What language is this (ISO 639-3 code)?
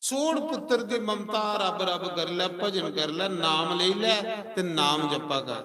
doi